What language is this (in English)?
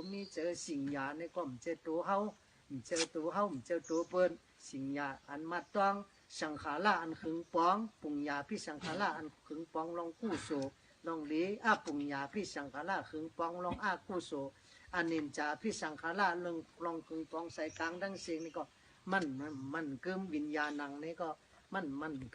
Shan